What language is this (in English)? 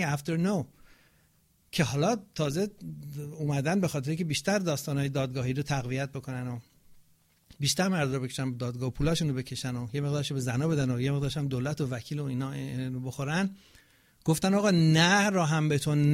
Persian